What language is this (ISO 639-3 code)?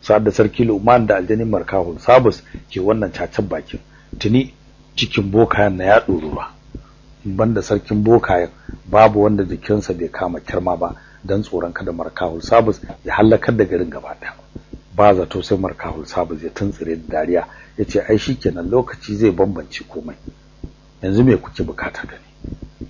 hau